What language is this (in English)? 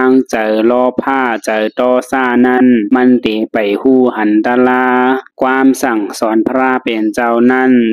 Shan